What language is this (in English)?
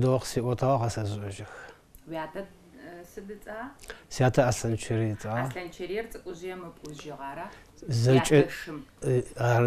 Adyghe